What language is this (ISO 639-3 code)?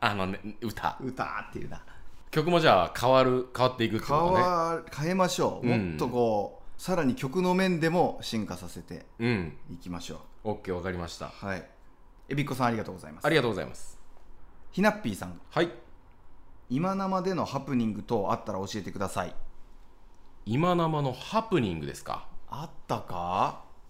jpn